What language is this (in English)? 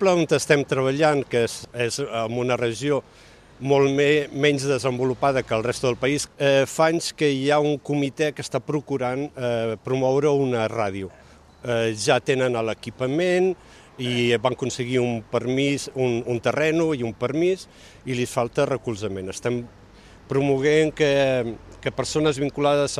Catalan